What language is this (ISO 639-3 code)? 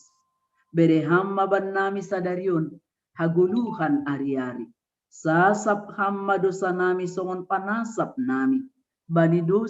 bts